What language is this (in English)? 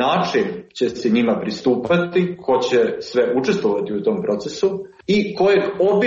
Serbian